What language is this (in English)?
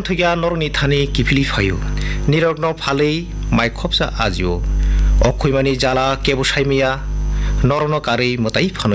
Kok Borok